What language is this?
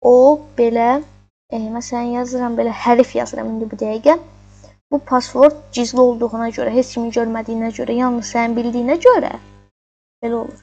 Azerbaijani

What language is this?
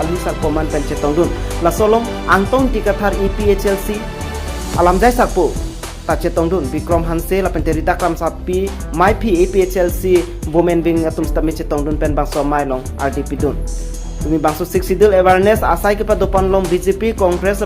Karbi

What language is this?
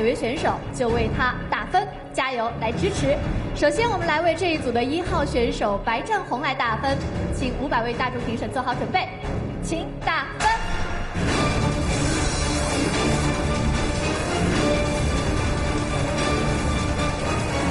Chinese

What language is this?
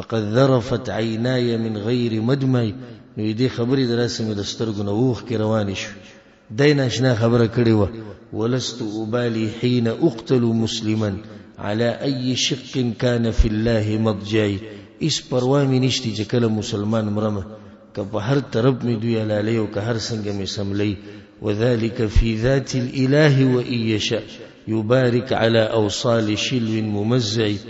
Pashto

